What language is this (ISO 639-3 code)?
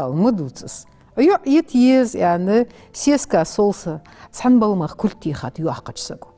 inh